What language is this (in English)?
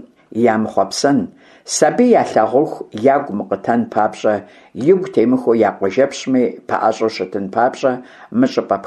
Kabardian